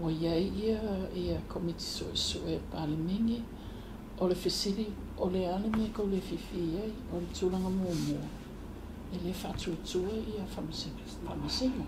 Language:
Samoan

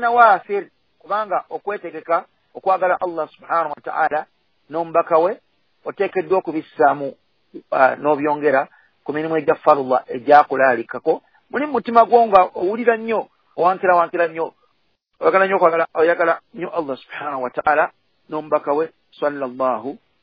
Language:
Ganda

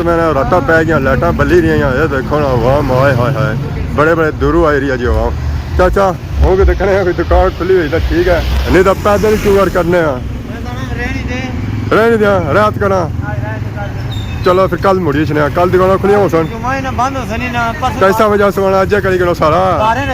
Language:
Pahari-Potwari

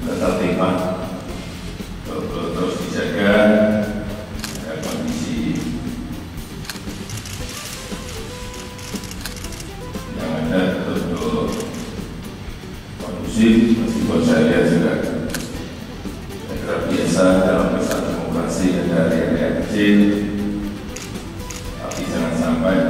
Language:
Indonesian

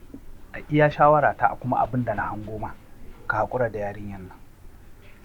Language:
Hausa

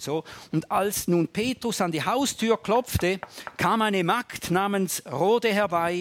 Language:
German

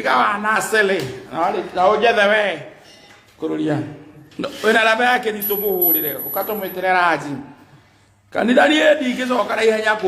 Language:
Kikuyu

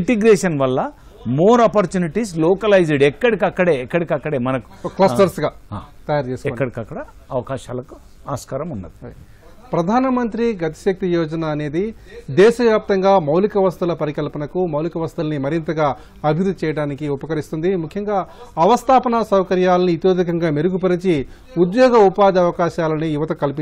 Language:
Telugu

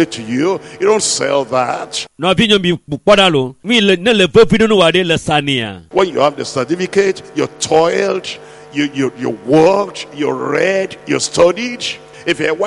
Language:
Ewe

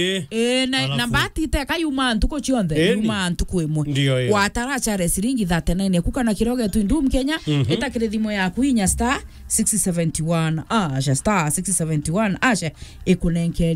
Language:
Meru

